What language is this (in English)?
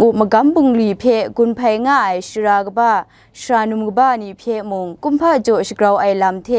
Kachin